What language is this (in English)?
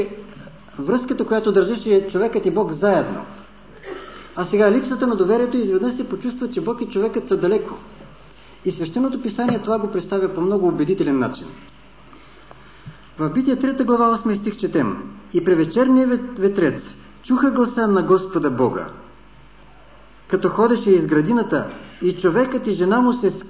Bulgarian